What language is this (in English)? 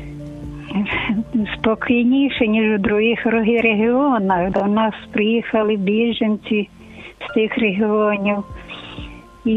Ukrainian